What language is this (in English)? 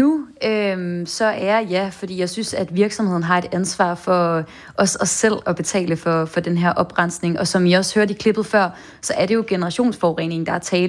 Danish